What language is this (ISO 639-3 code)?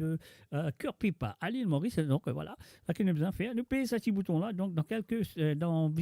mfe